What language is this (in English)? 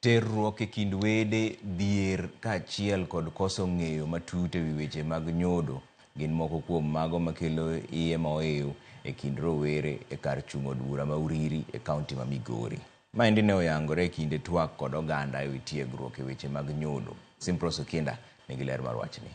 Luo (Kenya and Tanzania)